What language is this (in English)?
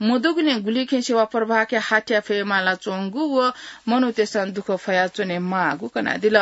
Newari